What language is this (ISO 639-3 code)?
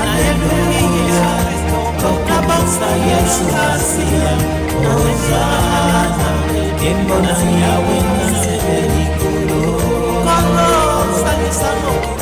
tll